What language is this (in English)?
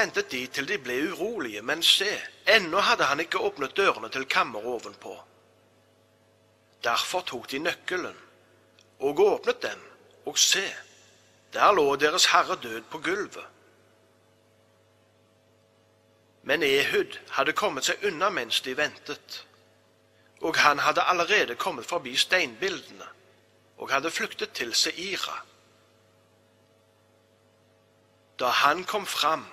Norwegian